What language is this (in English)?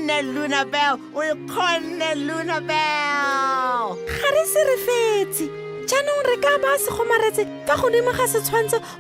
Tswana